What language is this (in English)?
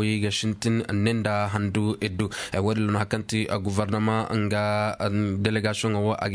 Koyraboro Senni